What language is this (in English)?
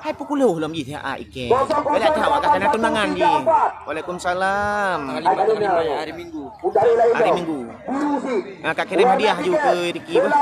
Achinese